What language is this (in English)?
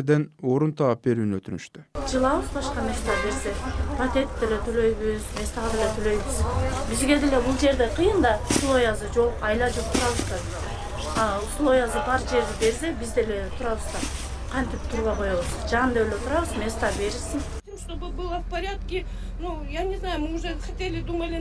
Kyrgyz